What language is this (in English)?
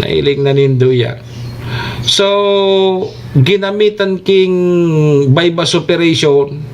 Bikol